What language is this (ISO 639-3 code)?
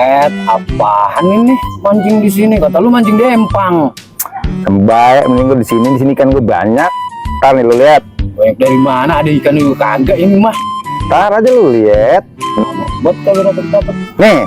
bew